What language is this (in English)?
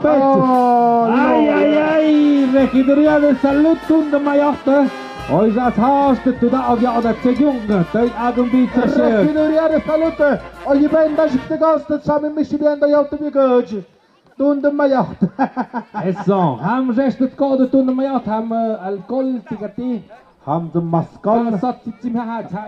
Tlahuitoltepec Mixe